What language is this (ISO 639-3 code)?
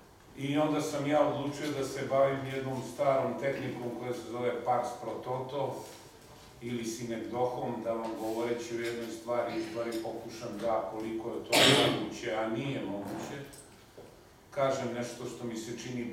srp